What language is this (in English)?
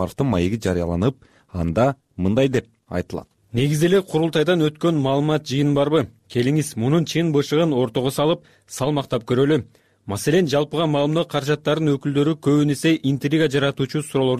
Kyrgyz